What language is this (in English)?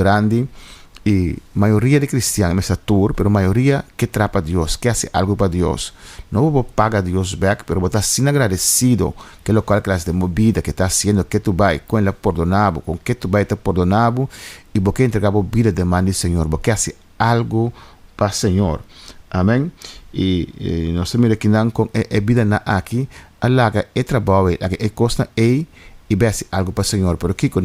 Papiamento